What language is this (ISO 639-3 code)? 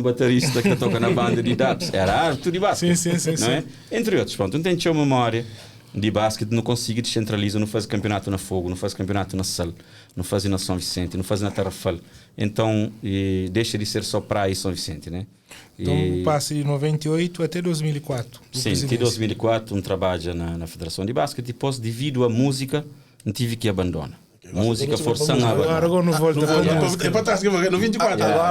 kea